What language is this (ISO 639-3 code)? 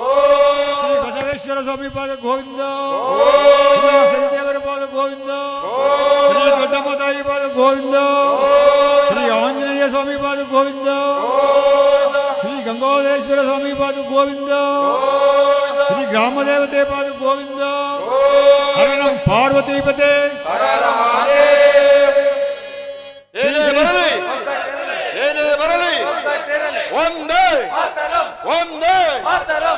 kan